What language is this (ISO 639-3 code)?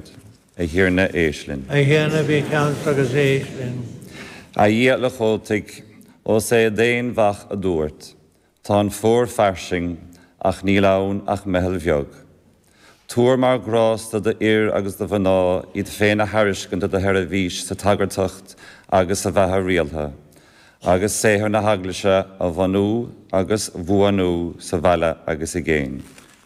gle